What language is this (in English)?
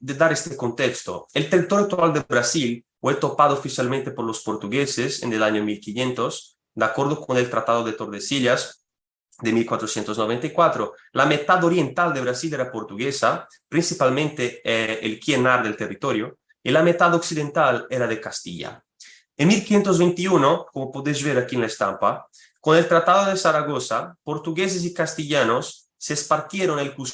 Ladino